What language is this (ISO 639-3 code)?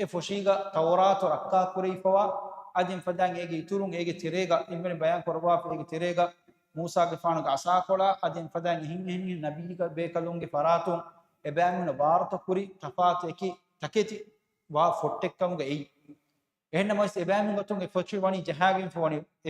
div